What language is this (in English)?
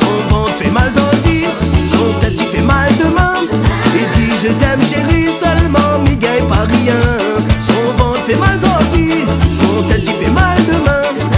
Réunion Creole French